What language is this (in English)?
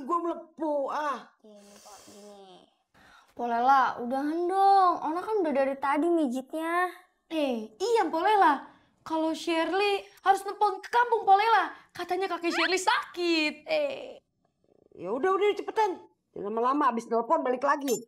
Betawi